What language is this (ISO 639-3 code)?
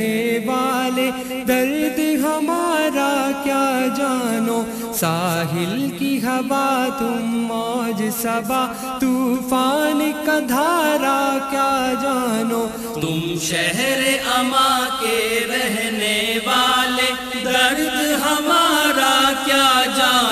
urd